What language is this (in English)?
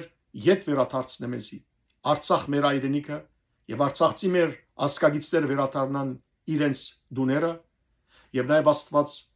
Western Armenian